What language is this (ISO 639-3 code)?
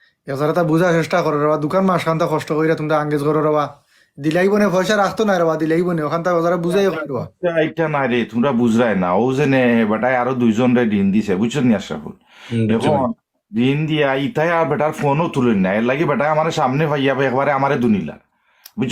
syl